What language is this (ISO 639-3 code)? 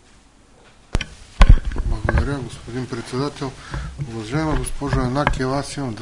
bul